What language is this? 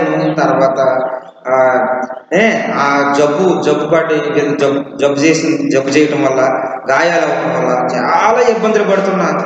Telugu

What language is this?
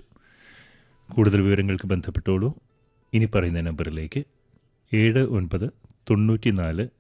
Malayalam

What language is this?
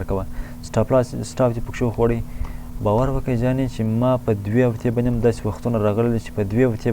Pashto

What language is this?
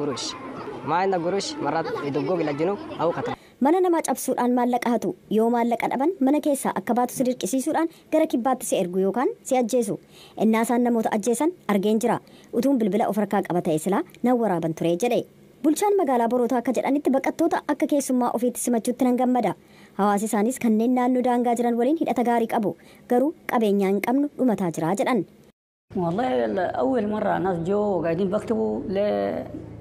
Oromo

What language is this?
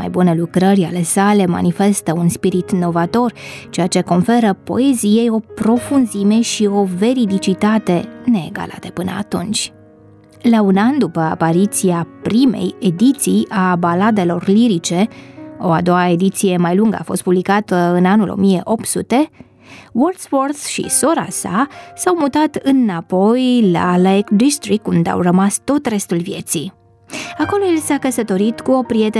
Romanian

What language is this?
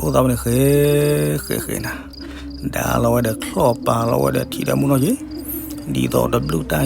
S'gaw Karen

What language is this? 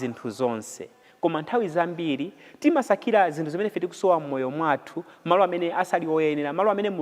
Nyanja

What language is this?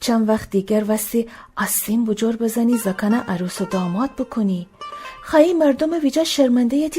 Gilaki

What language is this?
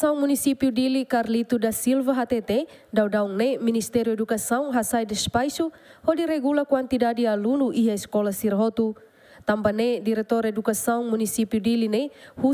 Tetum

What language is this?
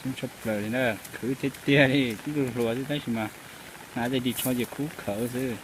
Hmong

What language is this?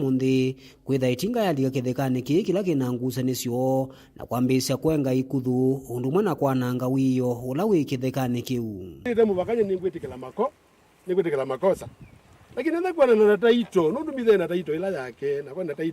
Kamba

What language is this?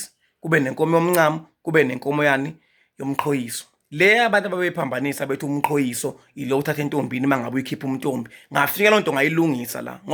Zulu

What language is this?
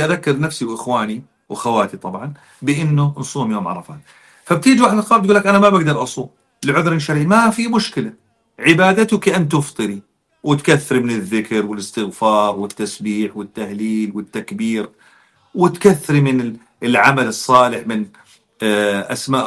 North Levantine Arabic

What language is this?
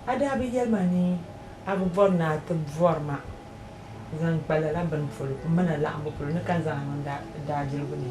Dagbani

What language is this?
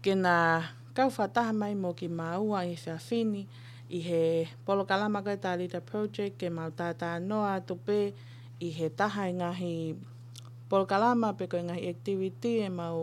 Tongan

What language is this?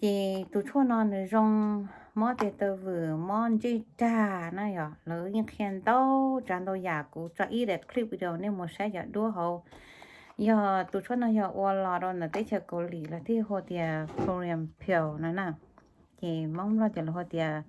Hmong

